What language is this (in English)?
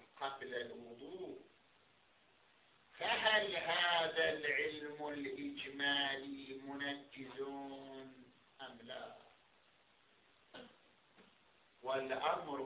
Arabic